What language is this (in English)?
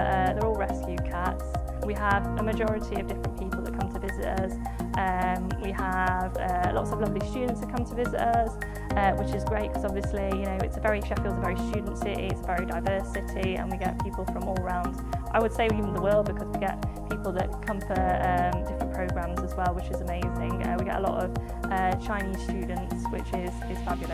English